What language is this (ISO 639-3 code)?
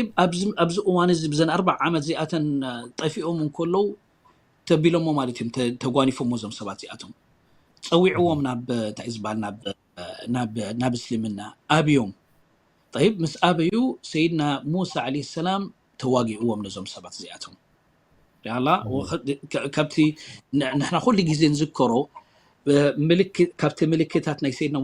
tir